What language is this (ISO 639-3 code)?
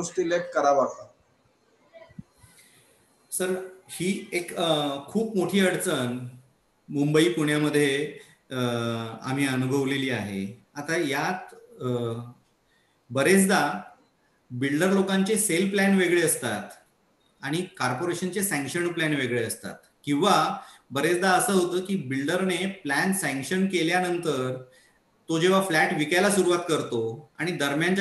mar